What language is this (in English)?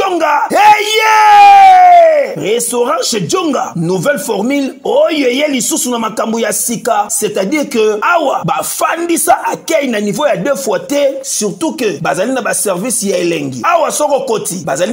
Lingala